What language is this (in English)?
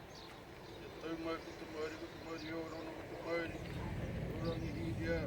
Māori